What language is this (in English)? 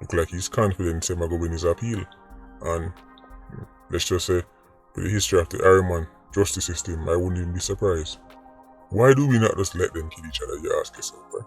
Jamaican Creole English